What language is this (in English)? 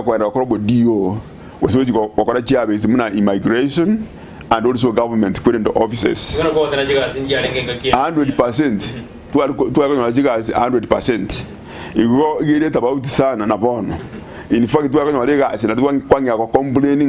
Gusii